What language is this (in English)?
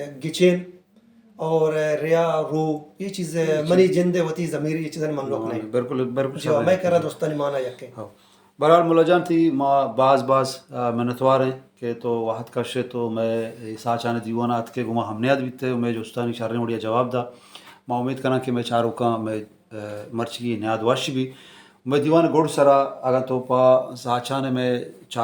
Baluchi